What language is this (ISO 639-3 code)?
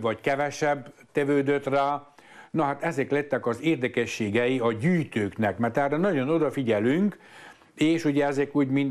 hun